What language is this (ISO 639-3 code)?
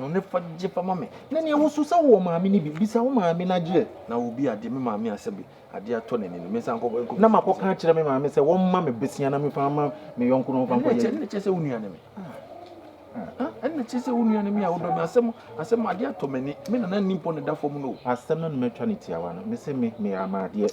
aka